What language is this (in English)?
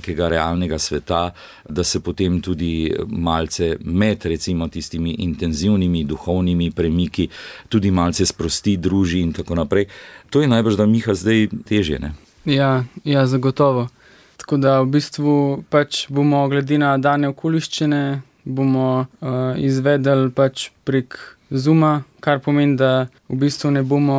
Slovenian